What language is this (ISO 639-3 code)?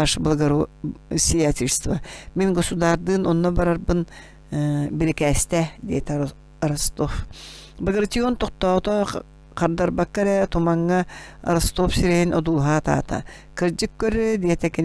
sah